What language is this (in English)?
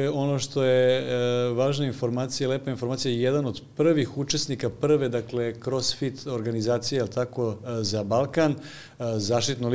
Serbian